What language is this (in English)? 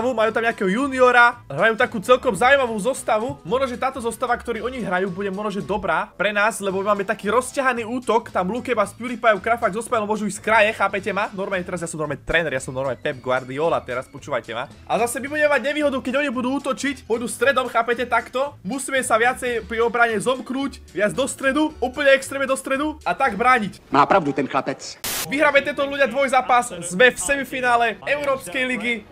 Slovak